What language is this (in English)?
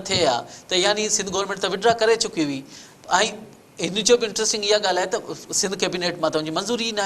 Sindhi